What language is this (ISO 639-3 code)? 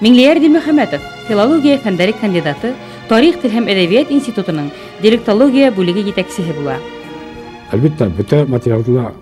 bak